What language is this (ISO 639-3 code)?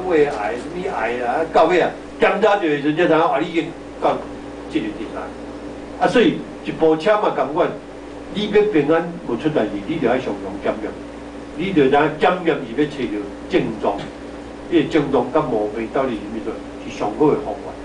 nan